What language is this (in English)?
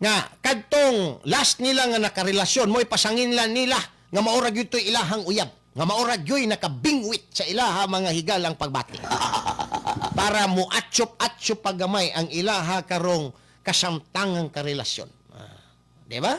Cebuano